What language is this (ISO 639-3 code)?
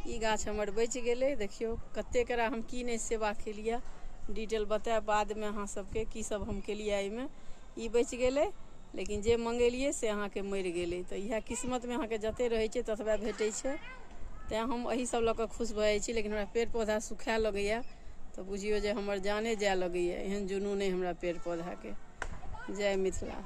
mai